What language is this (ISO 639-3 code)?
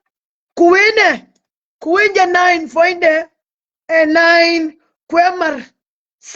nus